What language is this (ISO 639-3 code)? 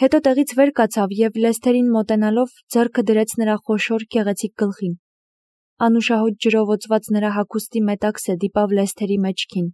hye